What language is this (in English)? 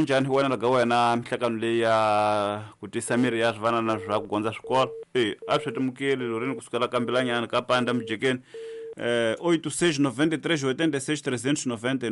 Tsonga